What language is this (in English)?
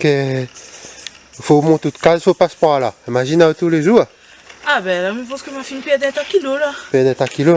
Réunion Creole French